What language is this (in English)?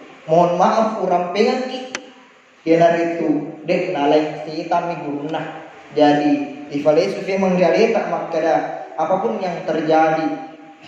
Buginese